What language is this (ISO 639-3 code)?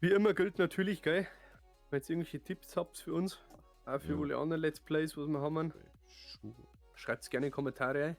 bar